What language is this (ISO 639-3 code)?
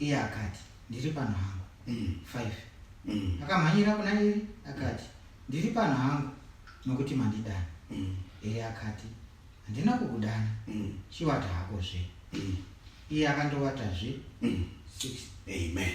sna